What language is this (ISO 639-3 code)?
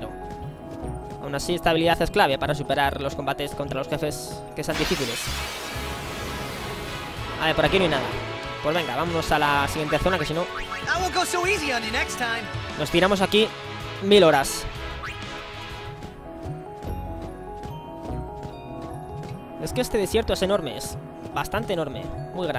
spa